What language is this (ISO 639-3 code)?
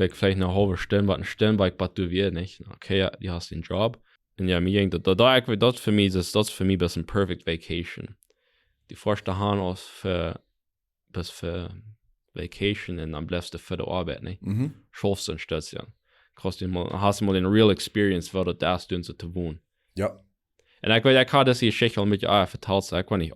pdt